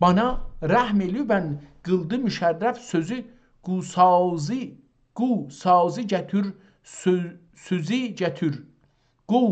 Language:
South Azerbaijani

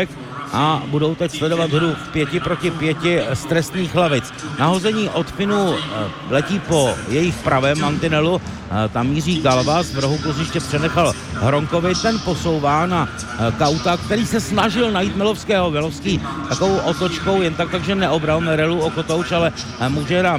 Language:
Czech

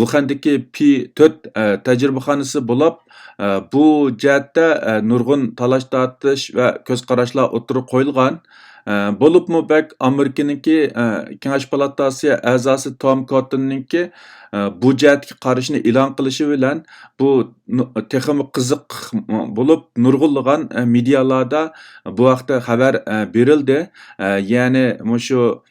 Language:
Uyghur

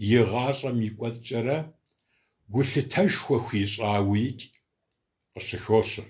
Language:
Kabardian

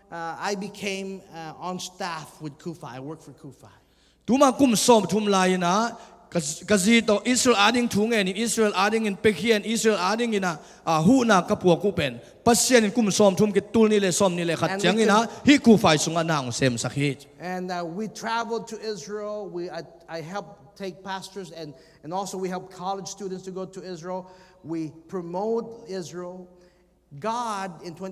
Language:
Tedim Chin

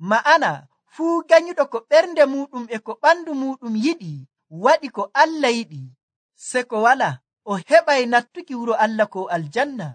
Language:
Nigerian Fulfulde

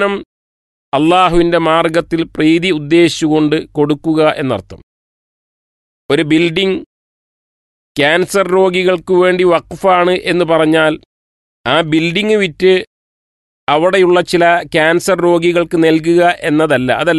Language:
Malayalam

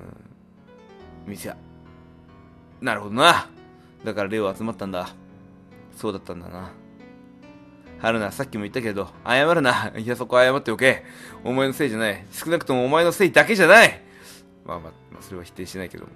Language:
Japanese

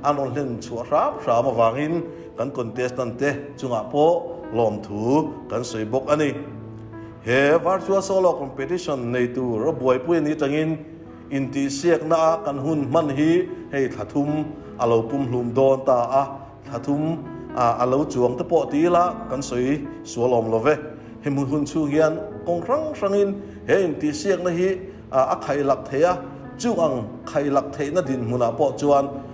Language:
Mizo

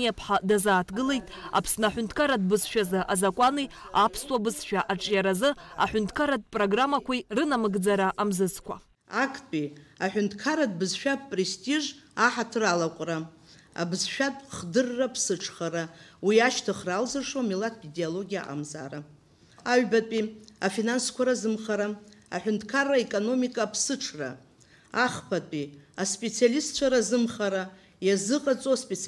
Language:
Abkhazian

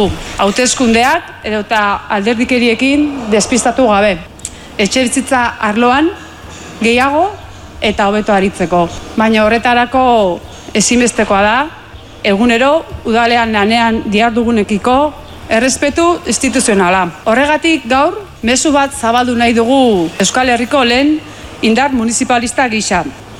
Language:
Basque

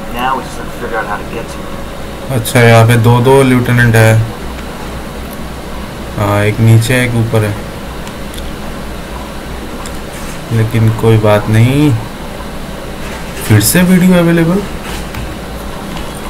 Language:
Hindi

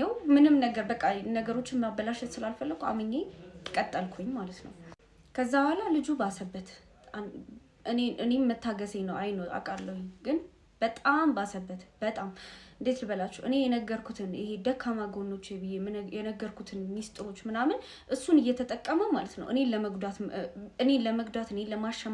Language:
Amharic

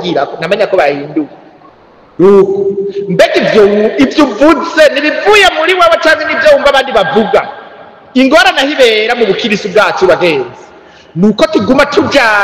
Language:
Rundi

